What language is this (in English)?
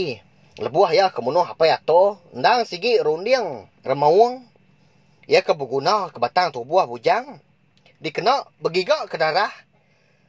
Iban